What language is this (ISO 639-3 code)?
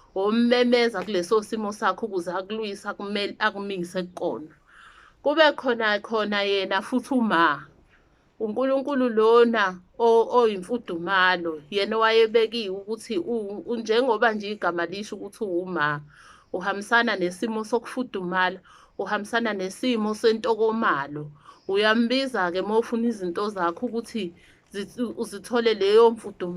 zul